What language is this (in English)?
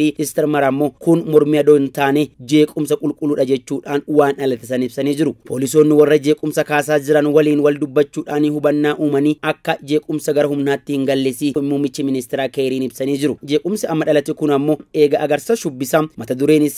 Oromo